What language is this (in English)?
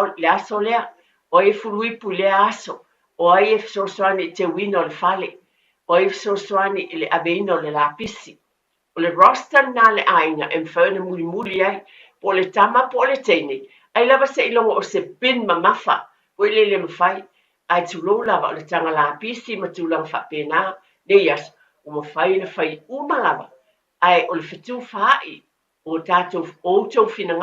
Samoan